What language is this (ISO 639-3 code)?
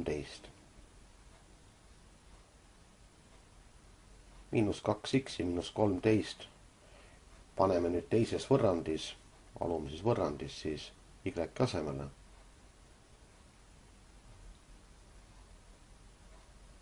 est